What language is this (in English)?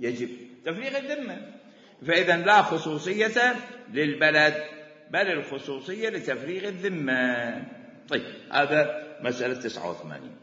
Mesopotamian Arabic